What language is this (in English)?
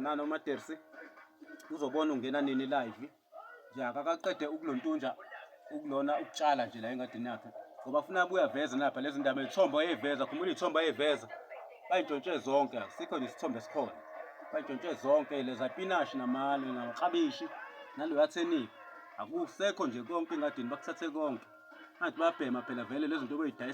Zulu